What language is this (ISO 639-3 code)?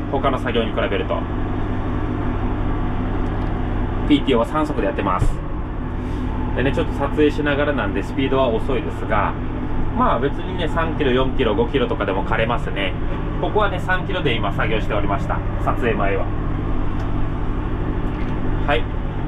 jpn